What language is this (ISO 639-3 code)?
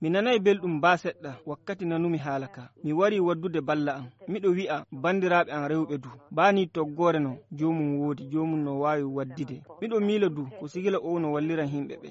ful